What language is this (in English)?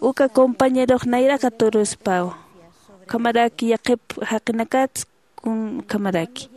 Aymara